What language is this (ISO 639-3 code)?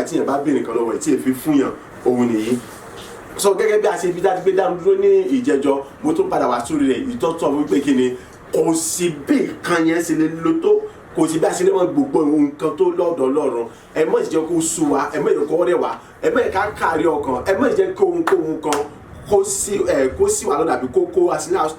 yor